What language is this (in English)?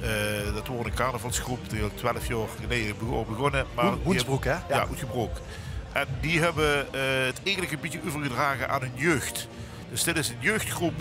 Limburgish